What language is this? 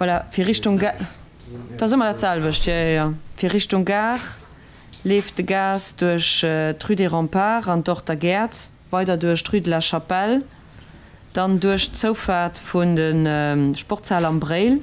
Luxembourgish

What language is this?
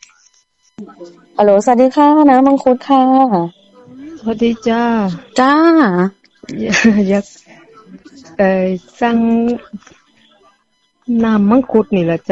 Thai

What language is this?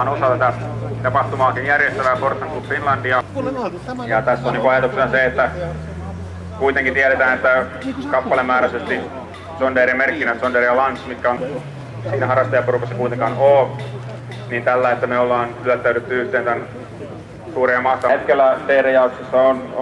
Finnish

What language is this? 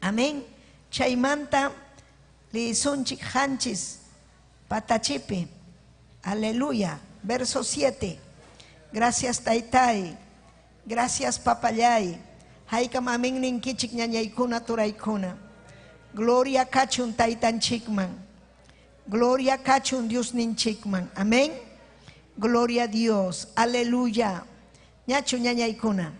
Ayacucho Quechua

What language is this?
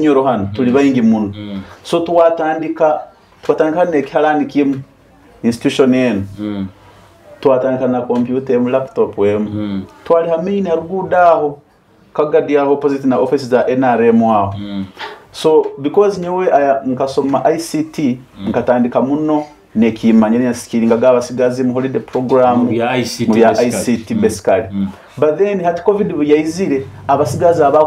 Nyoro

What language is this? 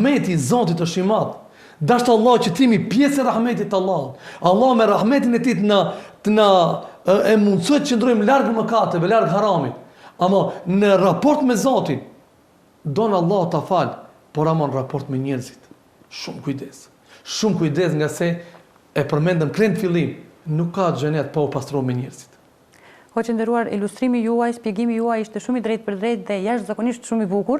Albanian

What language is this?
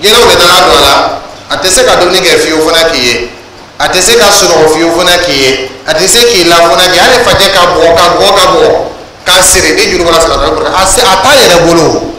Dyula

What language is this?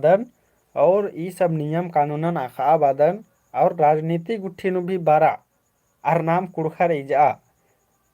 Kurukh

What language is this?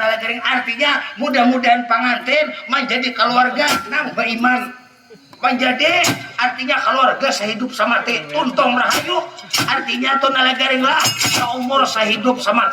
Banjar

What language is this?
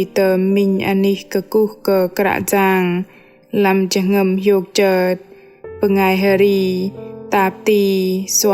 Bahnar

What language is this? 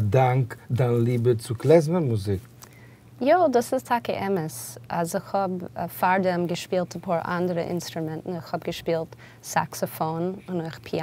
Yiddish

